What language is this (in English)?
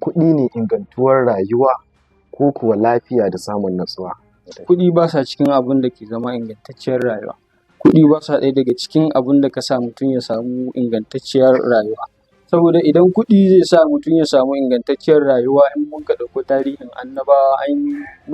Hausa